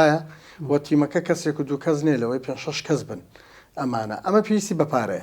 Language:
Central Kurdish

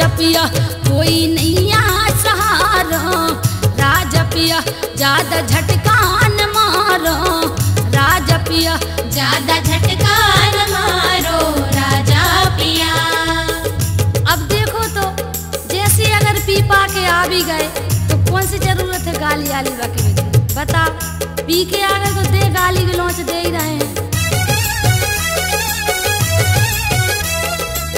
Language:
Bundeli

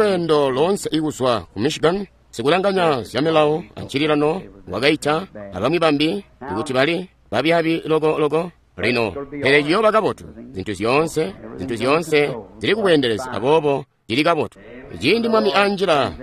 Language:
Tonga (Zambia)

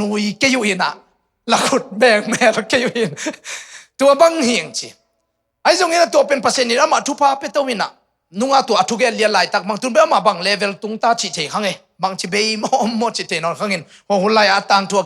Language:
Tedim Chin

